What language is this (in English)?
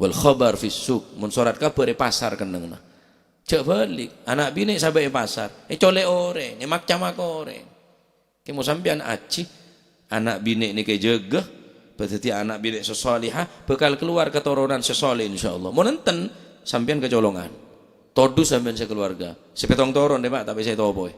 Madurese